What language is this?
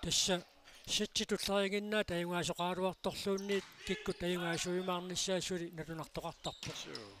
Kalaallisut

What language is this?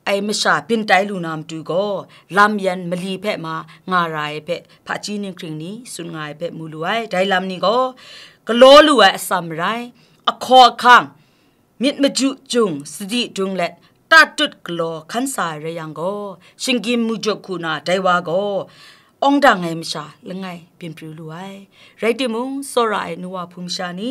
Kachin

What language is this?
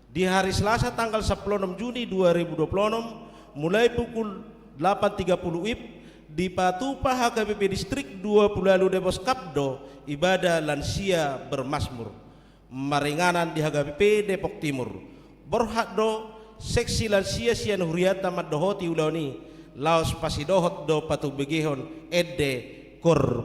Batak Toba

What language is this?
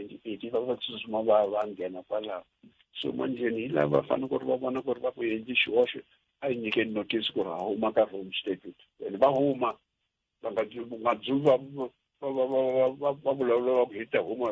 Tsonga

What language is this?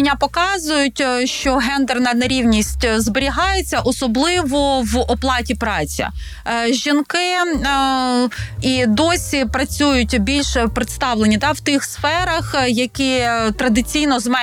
Ukrainian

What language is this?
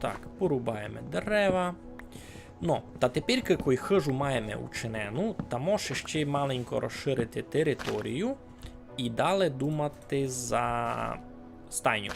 Rusyn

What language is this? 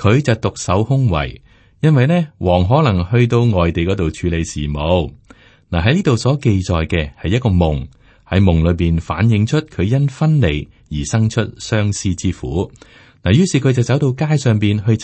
Cantonese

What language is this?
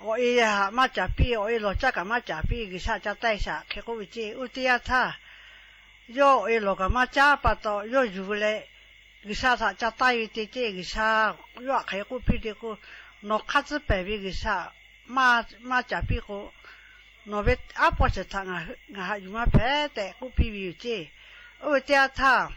Lahu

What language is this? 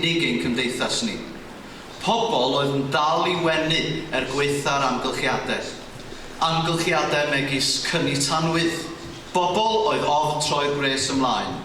Welsh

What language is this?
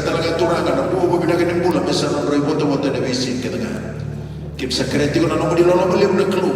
Fijian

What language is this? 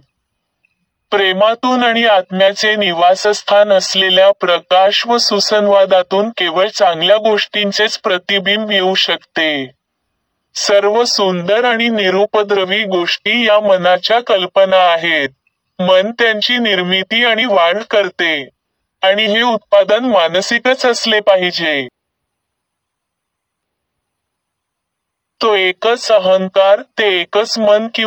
Marathi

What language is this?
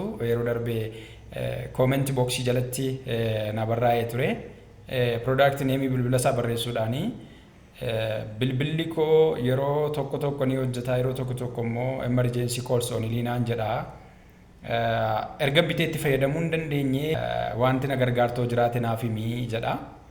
Oromo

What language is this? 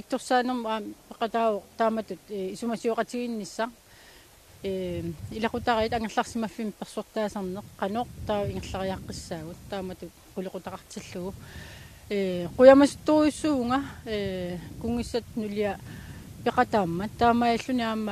Kalaallisut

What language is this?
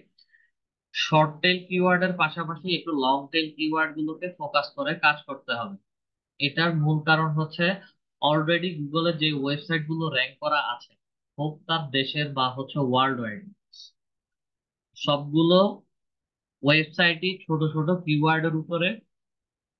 Bangla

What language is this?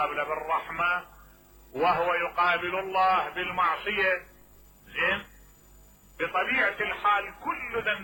Mesopotamian Arabic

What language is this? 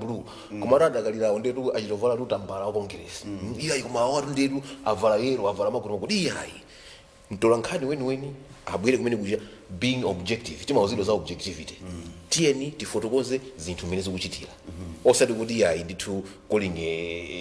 Nyanja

